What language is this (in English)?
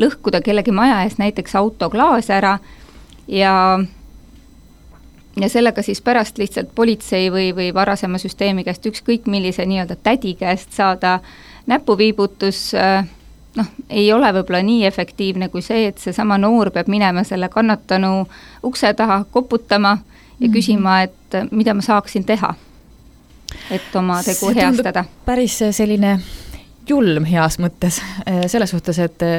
Estonian